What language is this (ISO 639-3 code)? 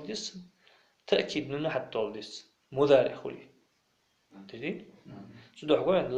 inh